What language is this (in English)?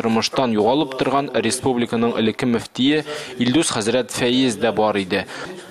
Tatar